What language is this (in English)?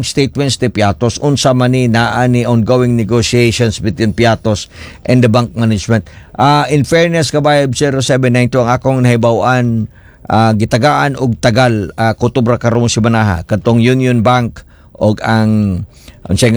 Cebuano